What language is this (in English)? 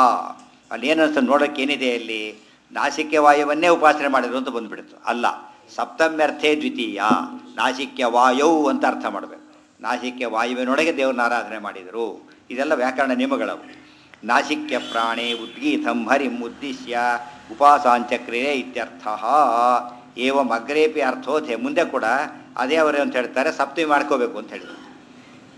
Kannada